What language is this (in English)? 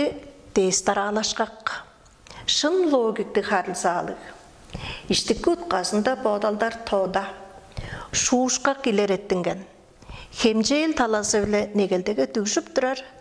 Tuvinian